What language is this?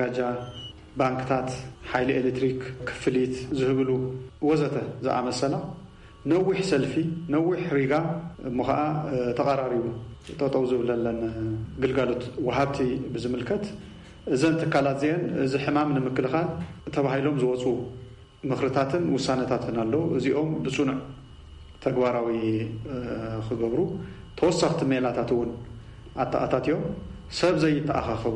Tigrinya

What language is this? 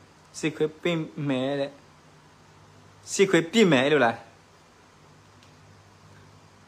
Burmese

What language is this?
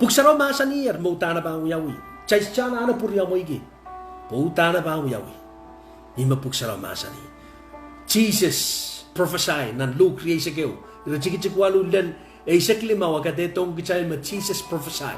Pohnpeian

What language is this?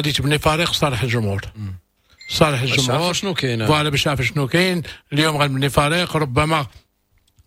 Moroccan Arabic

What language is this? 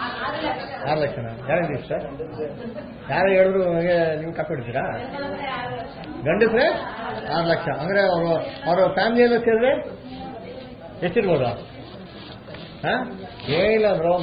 Kannada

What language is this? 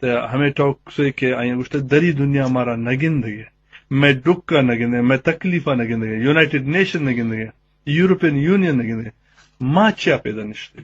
Baluchi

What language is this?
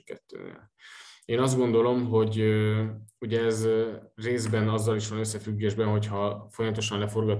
Hungarian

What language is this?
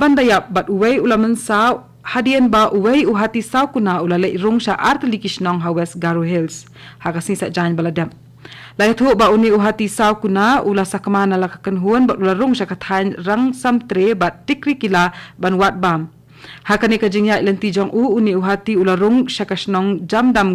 Khasi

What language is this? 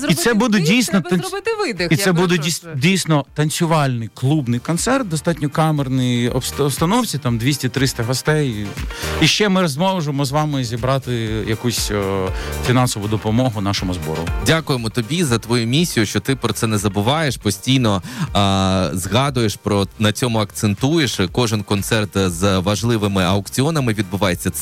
Ukrainian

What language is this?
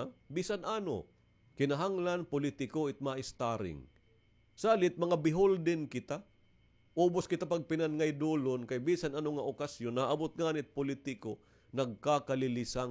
Waray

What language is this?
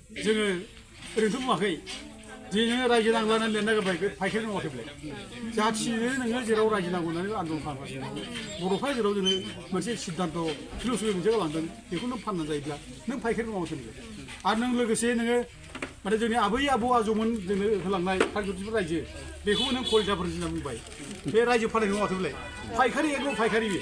Bodo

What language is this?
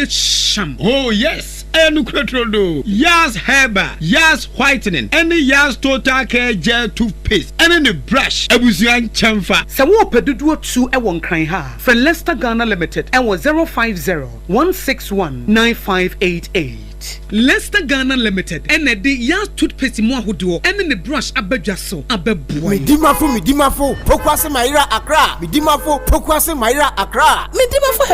Akan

